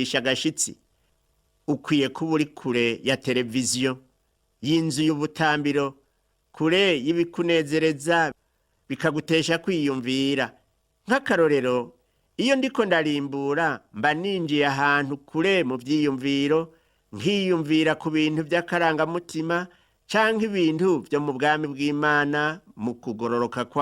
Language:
Rundi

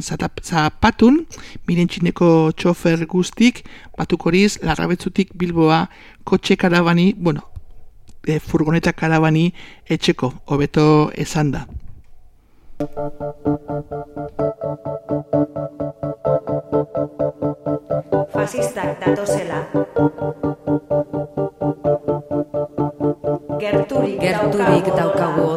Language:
Basque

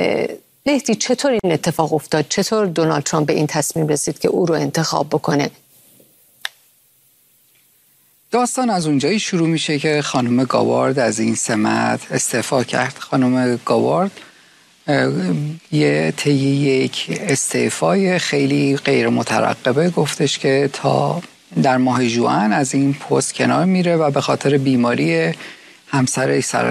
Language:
Persian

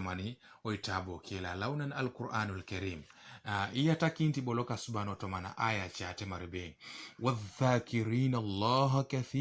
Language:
Teso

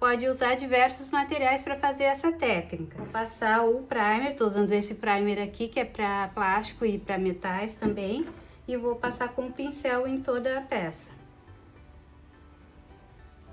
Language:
Portuguese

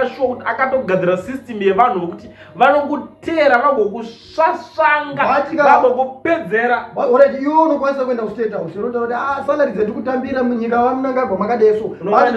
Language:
Shona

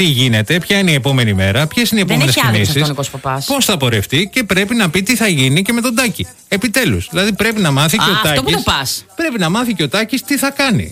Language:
Greek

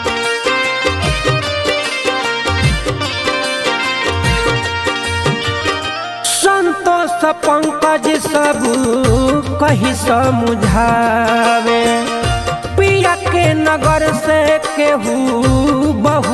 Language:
Bhojpuri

